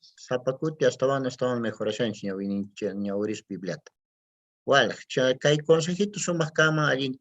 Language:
Quechua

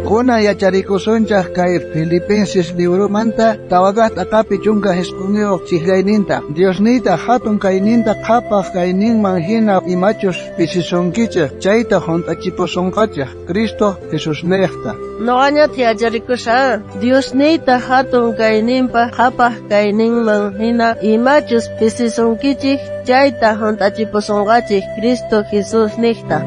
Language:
South Bolivian Quechua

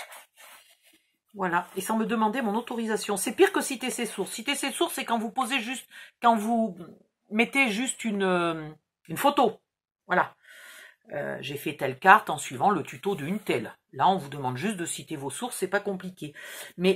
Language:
French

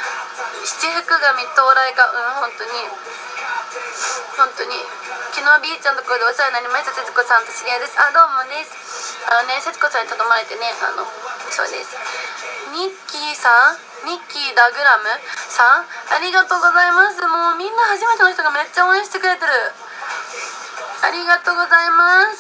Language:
Japanese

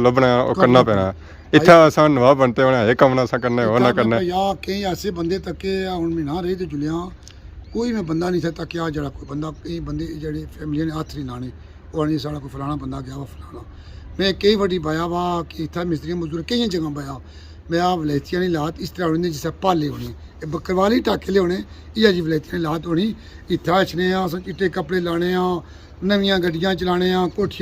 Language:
Pahari-Potwari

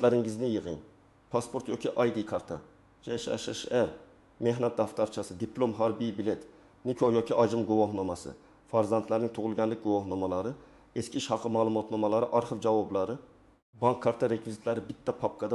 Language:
Uzbek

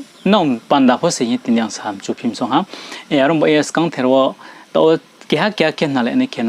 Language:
Riang (India)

